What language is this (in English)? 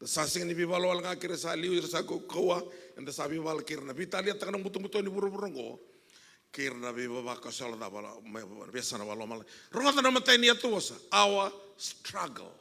Fijian